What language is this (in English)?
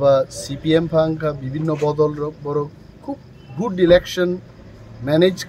Kok Borok